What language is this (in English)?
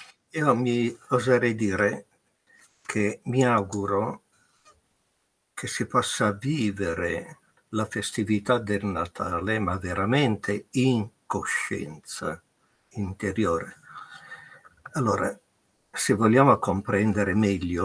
Italian